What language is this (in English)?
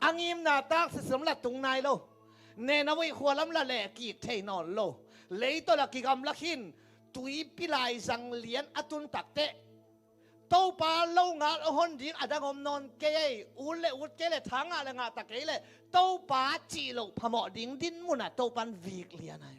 Tedim Chin